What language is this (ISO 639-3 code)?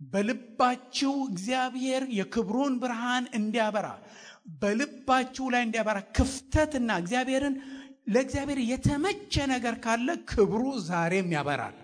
amh